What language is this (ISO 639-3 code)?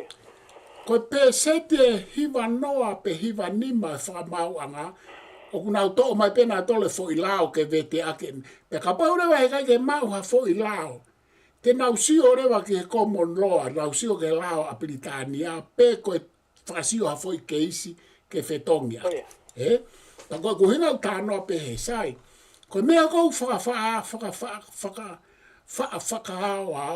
ton